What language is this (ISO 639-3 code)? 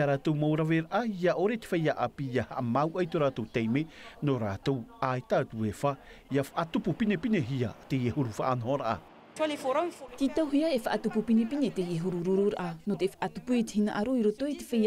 tah